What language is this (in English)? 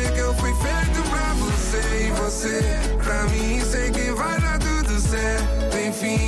Portuguese